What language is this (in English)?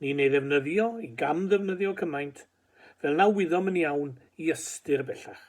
Welsh